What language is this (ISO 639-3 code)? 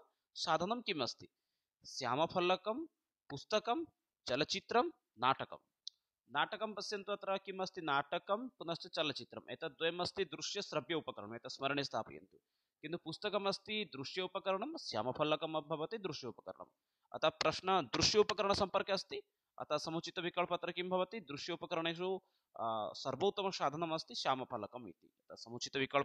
san